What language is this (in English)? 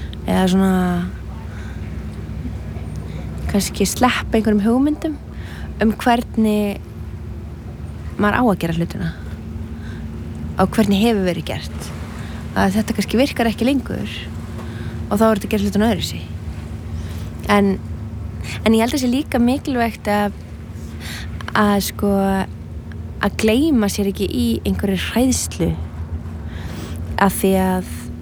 Icelandic